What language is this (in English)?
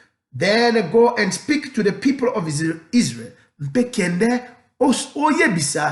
Lingala